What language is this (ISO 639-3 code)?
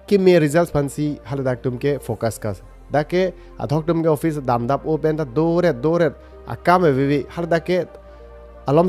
mjw